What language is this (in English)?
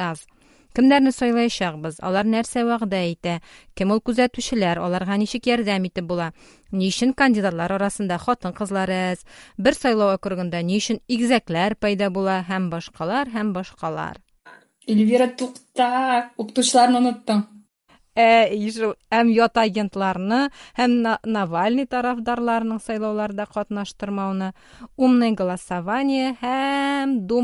Tatar